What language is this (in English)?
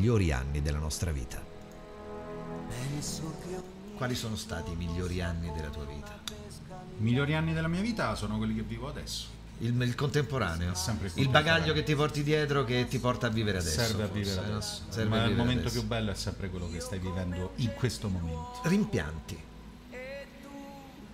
Italian